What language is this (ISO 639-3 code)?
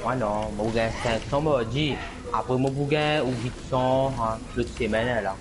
mfe